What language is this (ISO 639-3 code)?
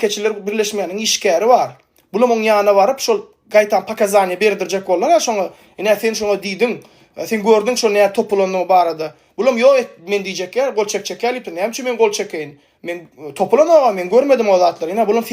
tuk